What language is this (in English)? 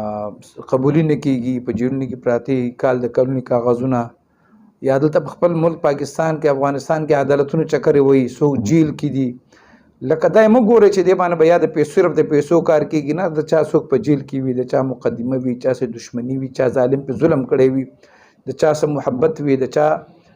Pashto